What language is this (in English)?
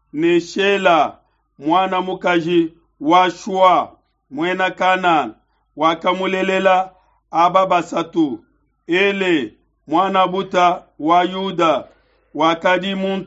Luba-Lulua